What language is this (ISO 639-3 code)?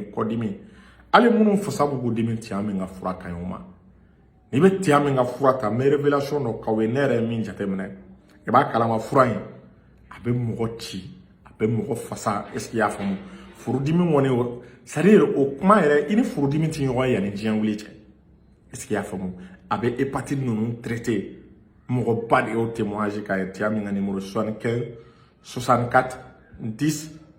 bam